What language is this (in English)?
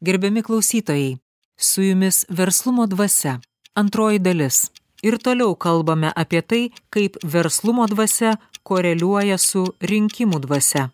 Lithuanian